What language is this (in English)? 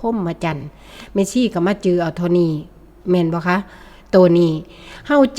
Northeastern Thai